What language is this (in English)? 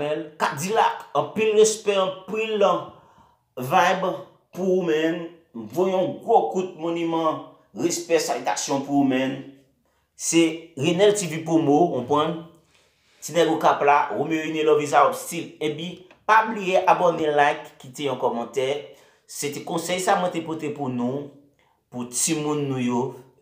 Haitian Creole